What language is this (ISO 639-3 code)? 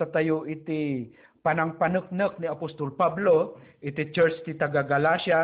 ilo